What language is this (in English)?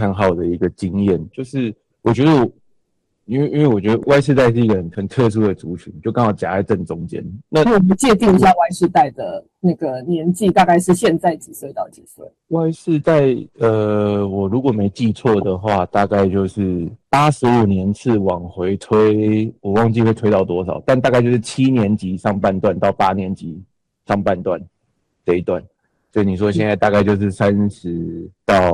Chinese